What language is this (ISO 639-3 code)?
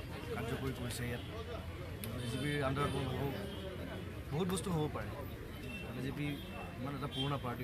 asm